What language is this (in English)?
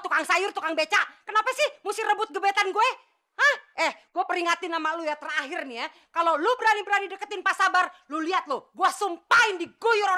Betawi